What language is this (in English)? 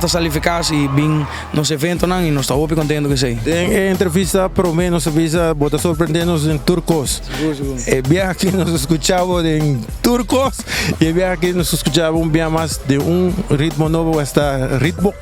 Papiamento